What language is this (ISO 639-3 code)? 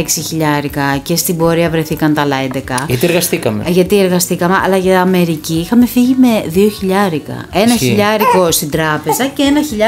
ell